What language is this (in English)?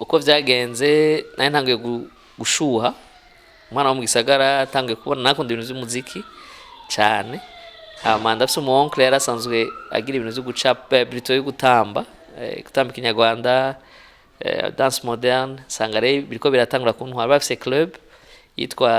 Rundi